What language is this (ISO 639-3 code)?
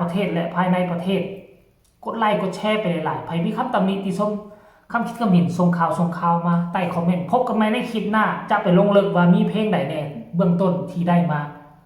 tts